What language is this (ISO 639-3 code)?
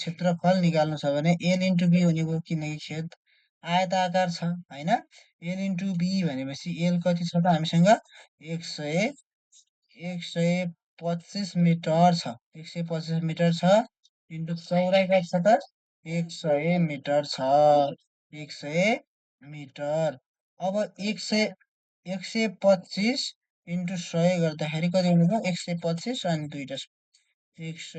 nep